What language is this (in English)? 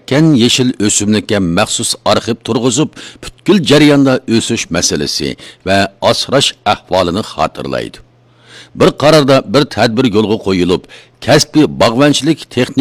Uyghur